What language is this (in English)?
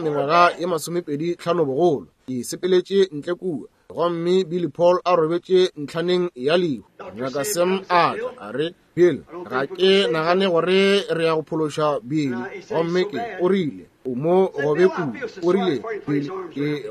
Northern Sotho